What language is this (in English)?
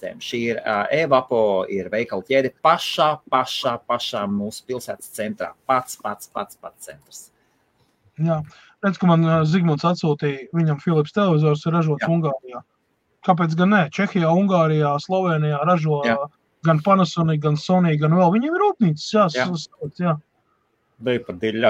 Latvian